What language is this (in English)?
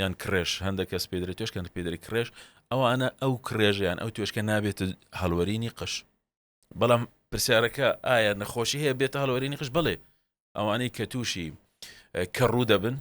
Central Kurdish